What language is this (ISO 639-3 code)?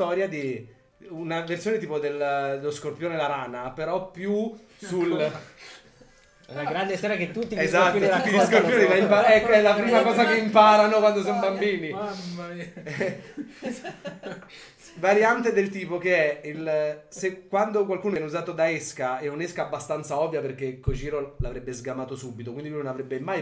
ita